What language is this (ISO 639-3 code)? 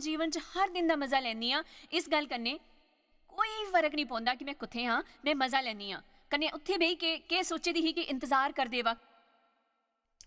doi